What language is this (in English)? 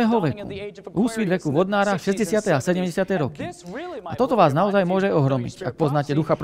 Slovak